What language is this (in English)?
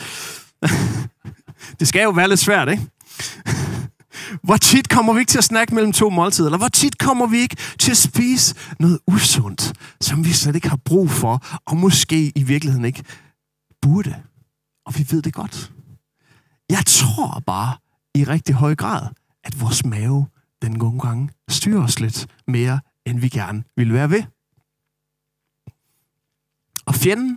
Danish